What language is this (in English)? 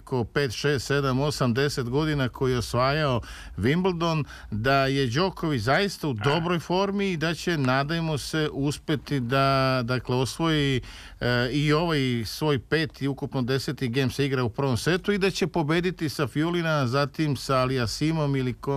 Serbian